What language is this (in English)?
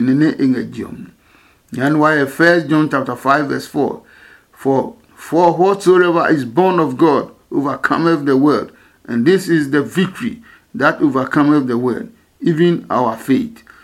Adangme